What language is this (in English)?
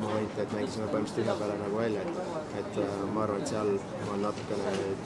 Estonian